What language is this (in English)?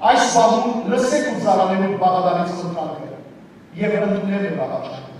Western Armenian